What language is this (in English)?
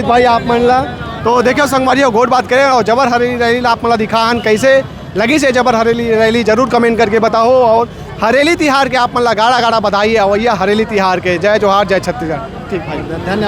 Chhattisgarhi